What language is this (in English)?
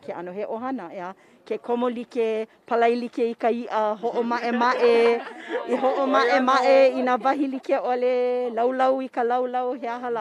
Hawaiian